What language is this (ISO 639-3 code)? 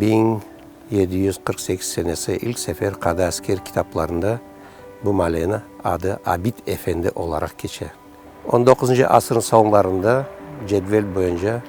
crh